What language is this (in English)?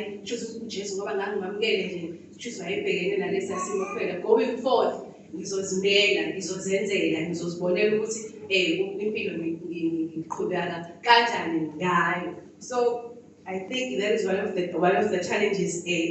Zulu